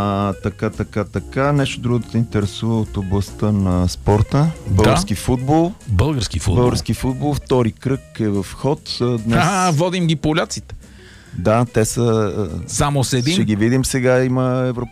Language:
Bulgarian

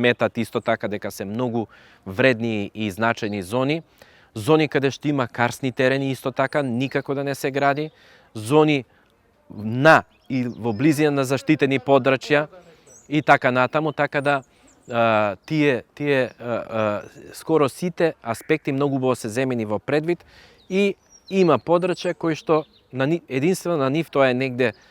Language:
Macedonian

